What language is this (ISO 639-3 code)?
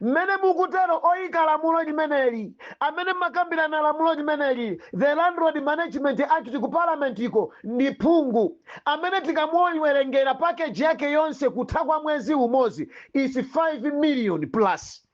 nya